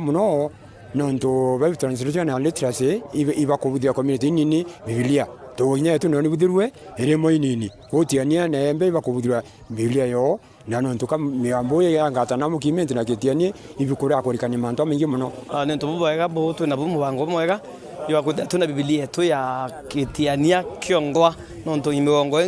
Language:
Meru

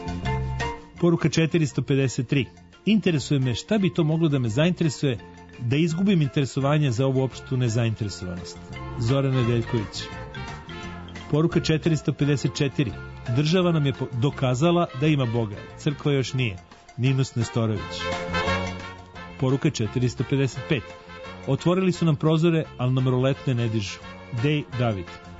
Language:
Serbian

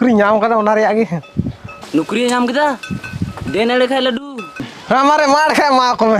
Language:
Santali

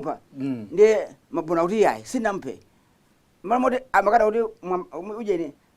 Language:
Nyanja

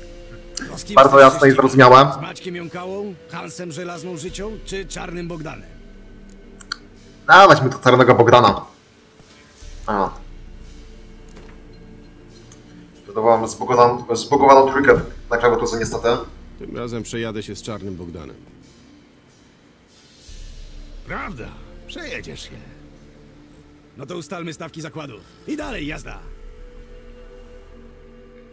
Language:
Polish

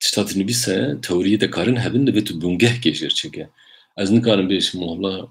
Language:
Kurdish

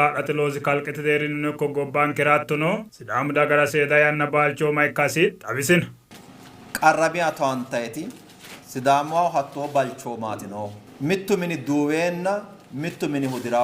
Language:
Sidamo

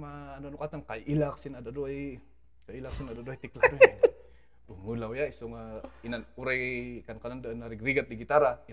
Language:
Kankanaey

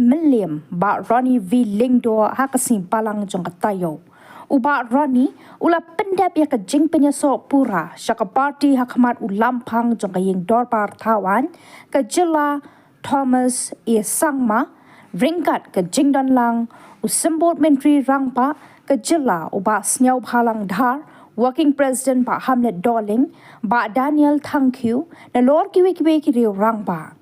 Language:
Khasi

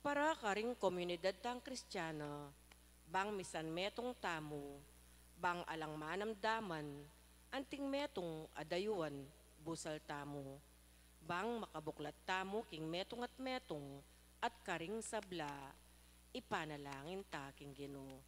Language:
Pampanga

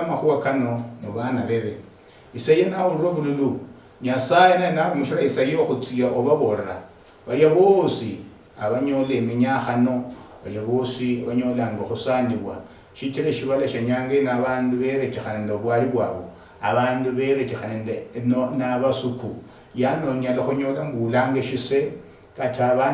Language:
Luyia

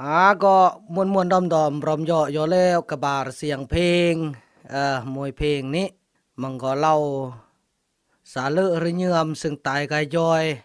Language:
Khmu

